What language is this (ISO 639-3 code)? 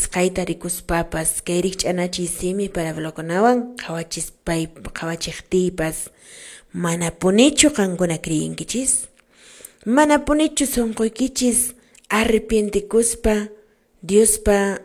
que